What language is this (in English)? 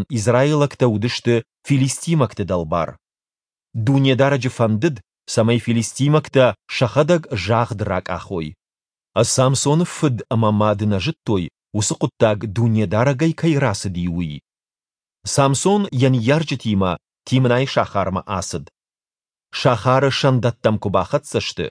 Ossetic